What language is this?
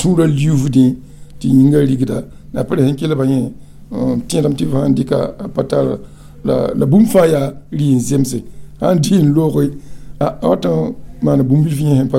Mossi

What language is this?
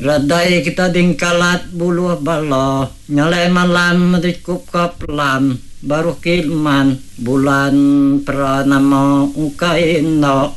Iban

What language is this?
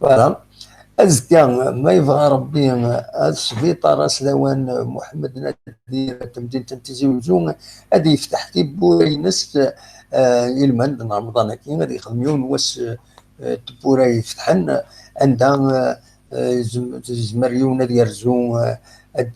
Kabyle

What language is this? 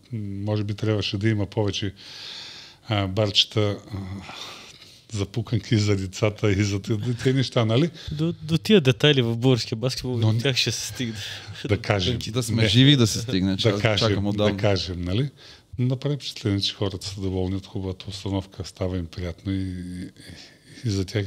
Bulgarian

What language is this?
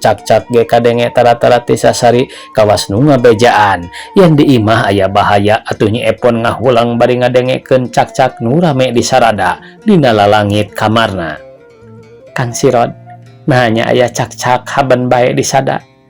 Sundanese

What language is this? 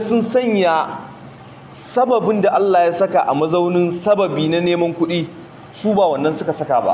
Hausa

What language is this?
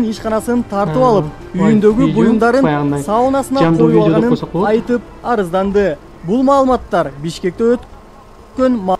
Kyrgyz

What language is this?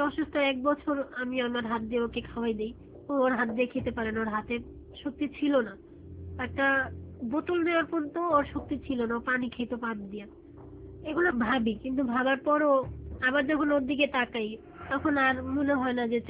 Bangla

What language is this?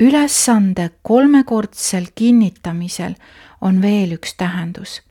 Estonian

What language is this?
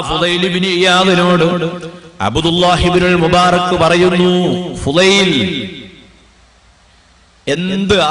Malayalam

